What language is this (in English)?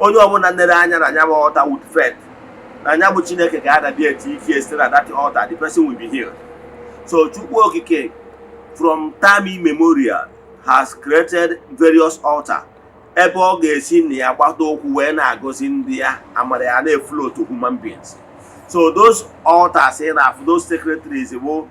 Igbo